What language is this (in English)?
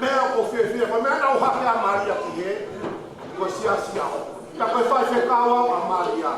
Tongan